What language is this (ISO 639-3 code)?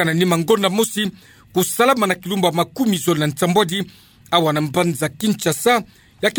ktu